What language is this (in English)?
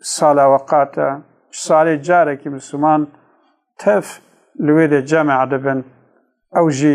Kurdish